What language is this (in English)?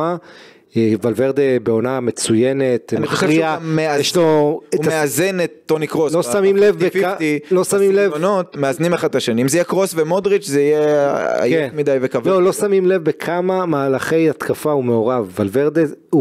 Hebrew